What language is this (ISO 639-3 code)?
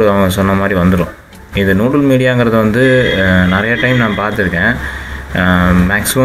tam